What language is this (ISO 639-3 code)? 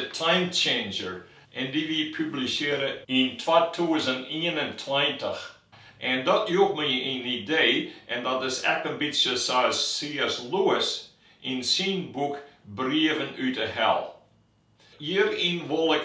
fry